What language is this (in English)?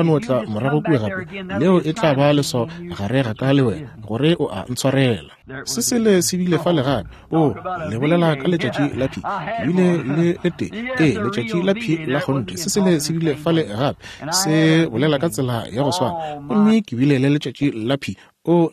Northern Sotho